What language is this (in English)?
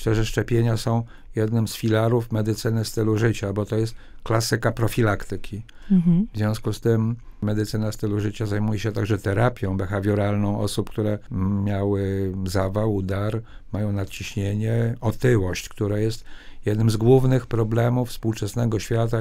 Polish